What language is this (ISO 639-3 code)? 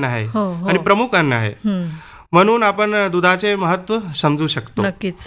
mar